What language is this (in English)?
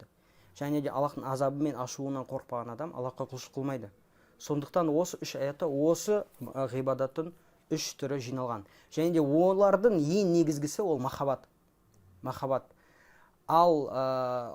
Kazakh